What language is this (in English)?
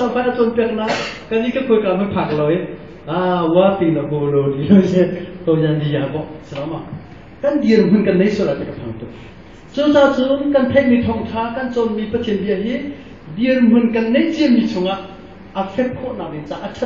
Hakha Chin